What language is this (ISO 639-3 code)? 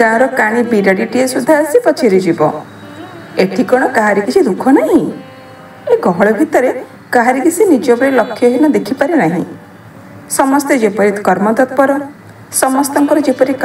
ori